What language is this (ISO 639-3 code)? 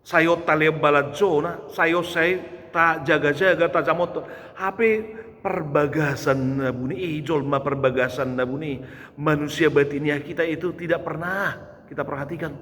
bbc